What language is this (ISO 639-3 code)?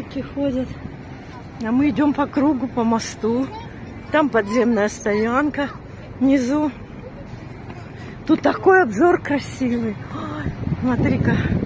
rus